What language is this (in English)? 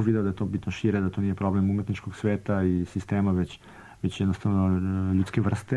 Serbian